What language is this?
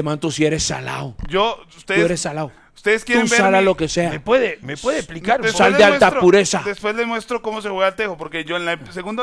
Spanish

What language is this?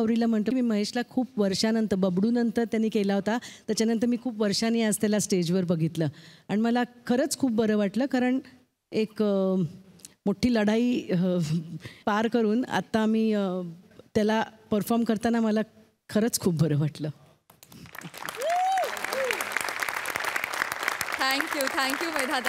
Marathi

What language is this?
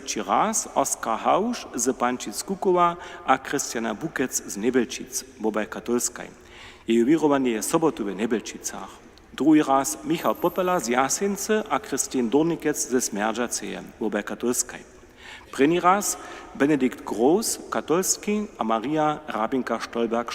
Upper Sorbian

